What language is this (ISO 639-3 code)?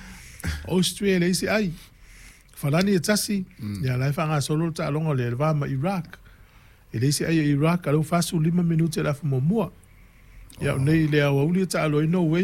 smo